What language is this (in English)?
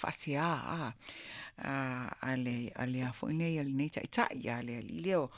Samoan